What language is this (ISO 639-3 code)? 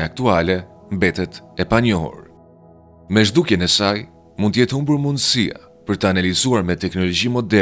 sqi